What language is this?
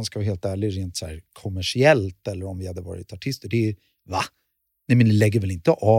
Swedish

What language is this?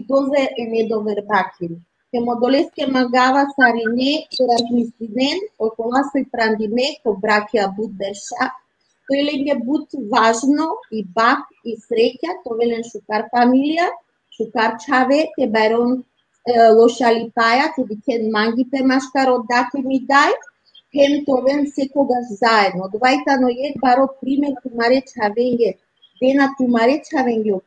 Balkan Romani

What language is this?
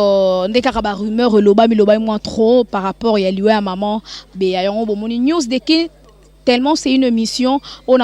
Lingala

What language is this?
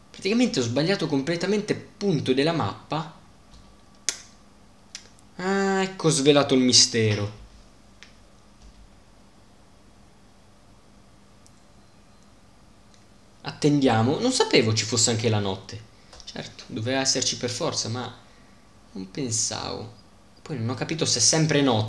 Italian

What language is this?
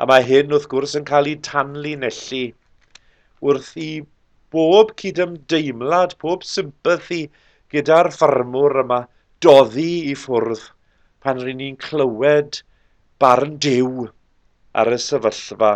Welsh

